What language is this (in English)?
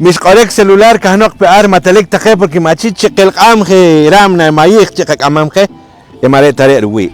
Poqomchi'